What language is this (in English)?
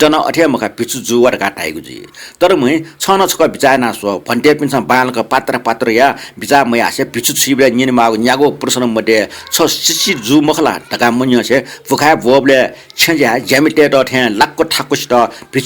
Newari